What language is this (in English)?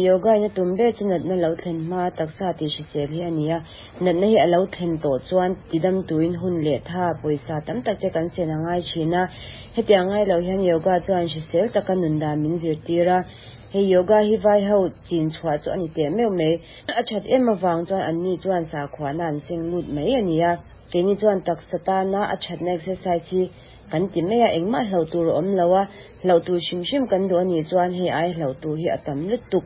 Mizo